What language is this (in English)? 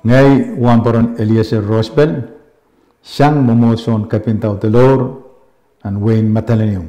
Pohnpeian